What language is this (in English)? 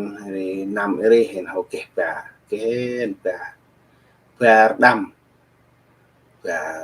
Central Mnong